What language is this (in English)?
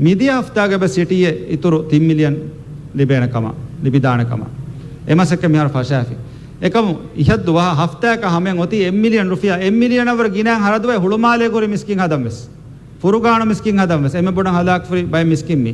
Divehi